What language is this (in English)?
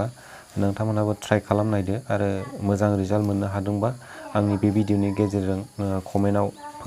Bodo